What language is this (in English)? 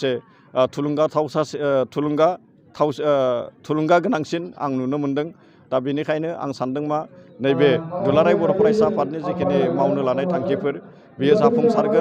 Bodo